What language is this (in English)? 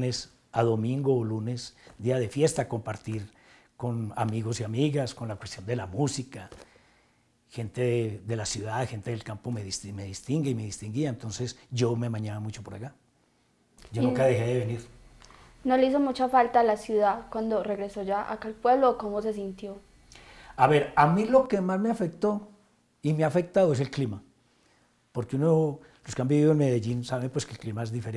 Spanish